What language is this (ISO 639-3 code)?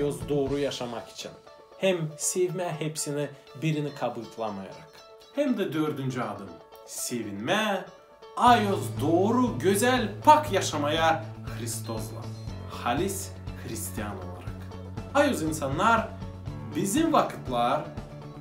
gag